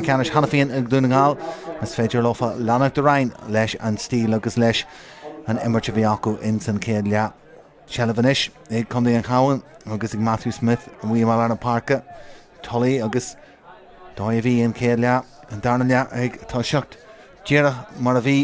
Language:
Irish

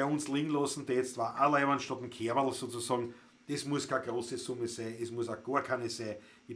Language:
Bavarian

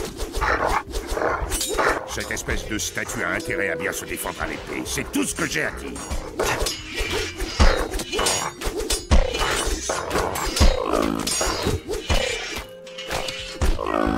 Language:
French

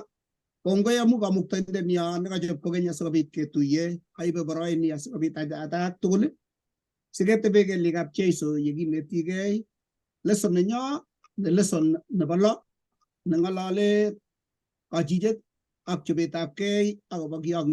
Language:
Kalenjin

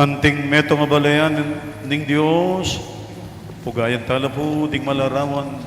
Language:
Pampanga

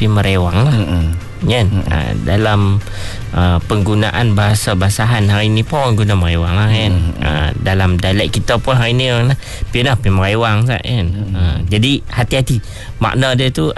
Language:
Malay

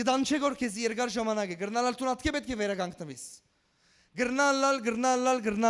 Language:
Western Armenian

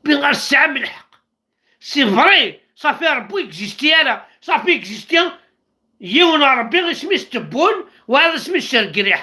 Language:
Kabyle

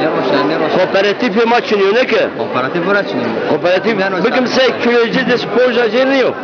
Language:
Zaza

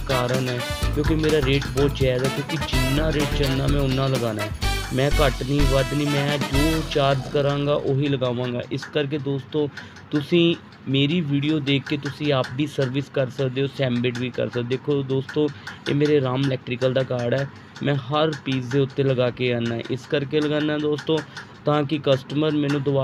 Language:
Punjabi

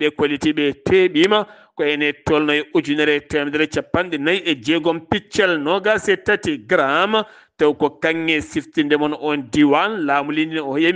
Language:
Fula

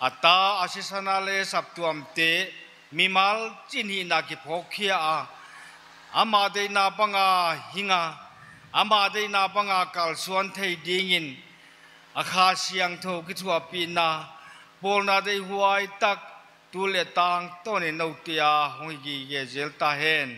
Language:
Paite Chin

